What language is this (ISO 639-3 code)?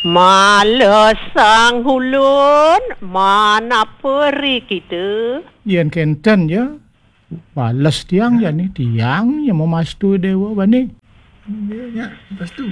ban